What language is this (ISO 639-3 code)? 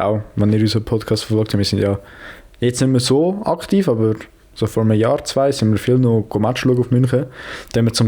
gsw